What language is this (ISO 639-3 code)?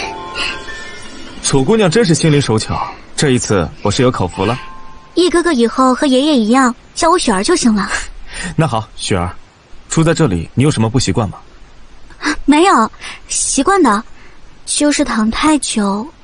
zho